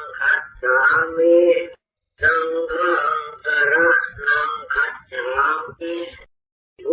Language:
Pali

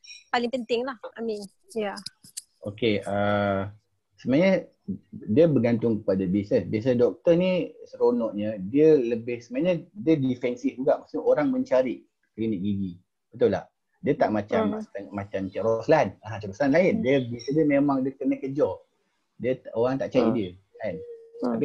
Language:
Malay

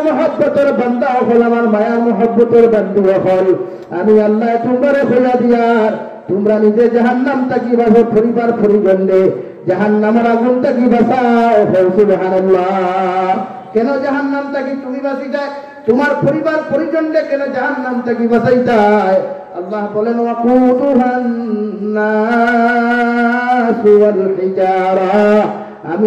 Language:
Sylheti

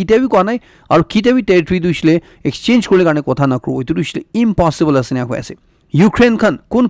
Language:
Naga Pidgin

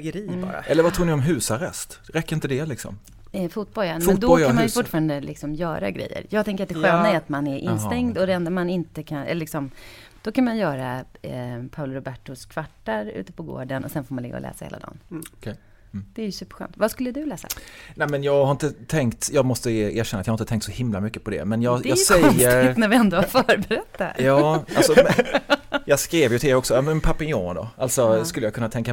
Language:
Swedish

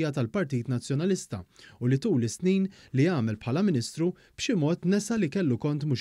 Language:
Maltese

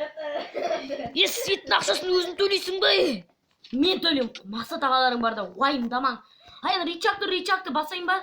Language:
Kazakh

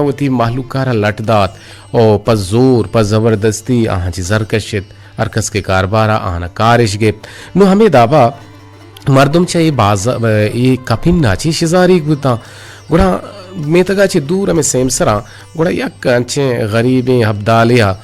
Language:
Eastern Balochi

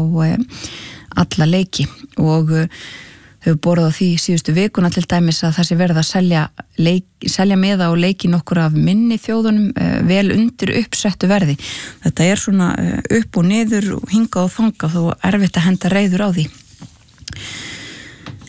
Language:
Icelandic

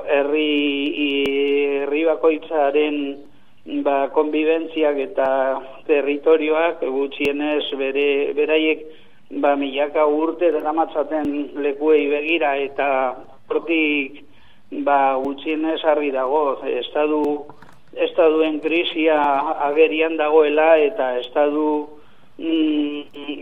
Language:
Basque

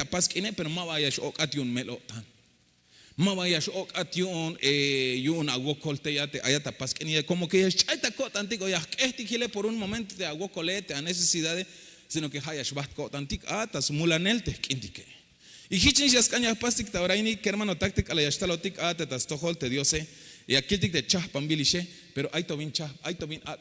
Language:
Tzeltal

